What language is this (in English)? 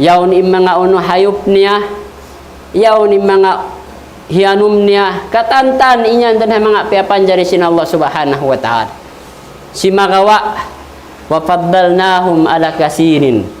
Tausug